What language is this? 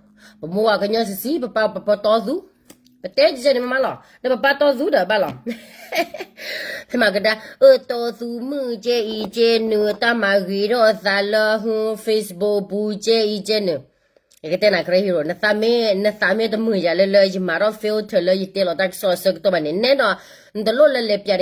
S'gaw Karen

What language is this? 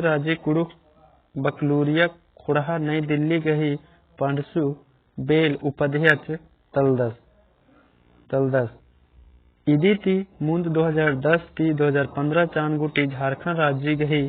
Kurukh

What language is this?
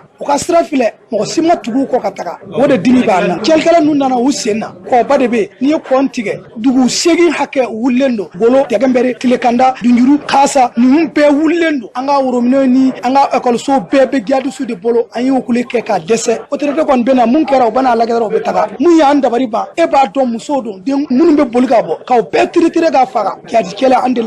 Bambara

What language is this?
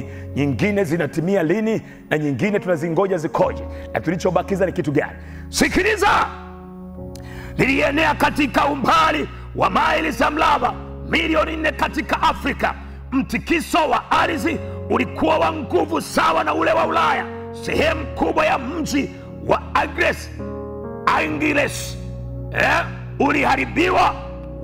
Swahili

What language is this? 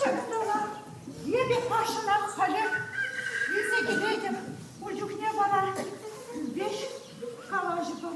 Chuvash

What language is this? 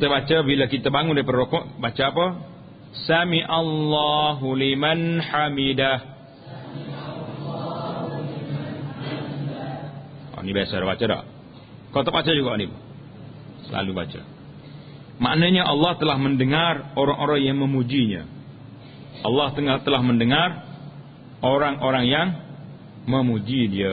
Malay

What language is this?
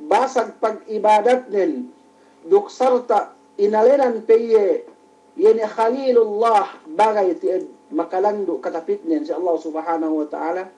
Yakan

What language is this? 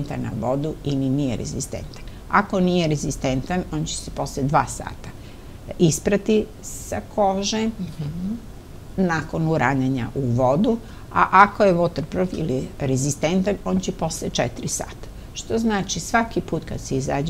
Serbian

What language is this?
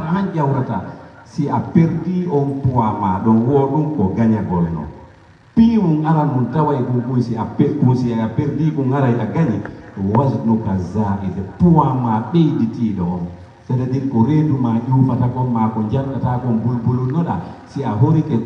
Pular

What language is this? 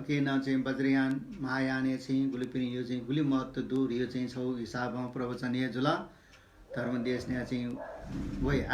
Newari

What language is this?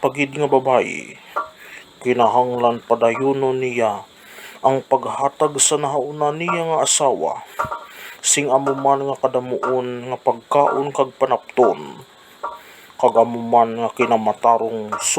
Hiligaynon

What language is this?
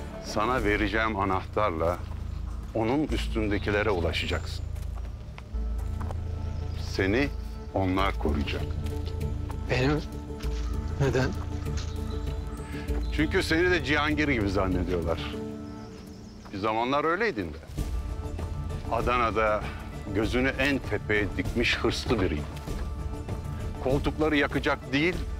Turkish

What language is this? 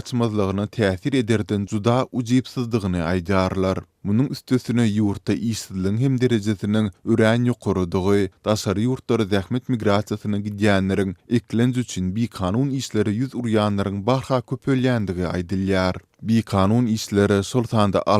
Turkmen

